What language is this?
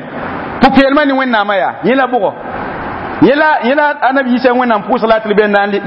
Mossi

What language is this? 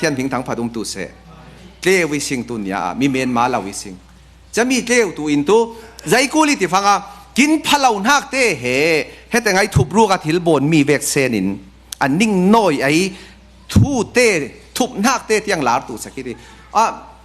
Falam Chin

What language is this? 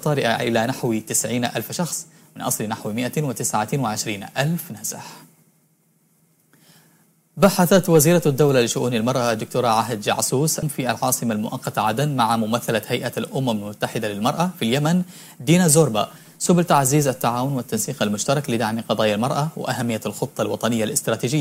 Arabic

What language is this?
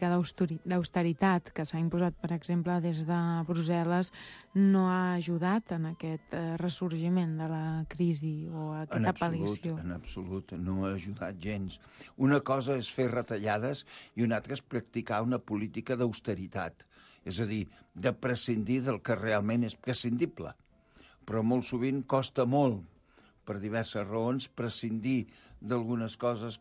Catalan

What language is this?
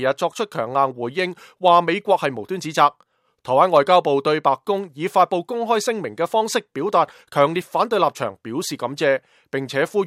Cantonese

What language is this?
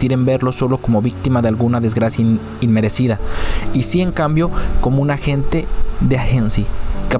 Spanish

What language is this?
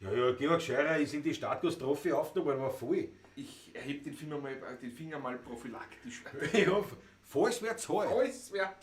Bavarian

